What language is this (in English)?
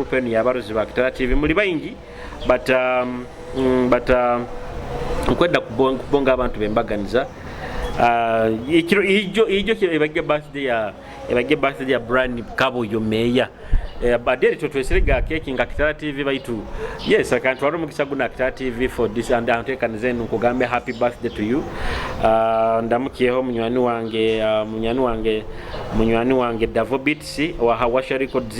Nyoro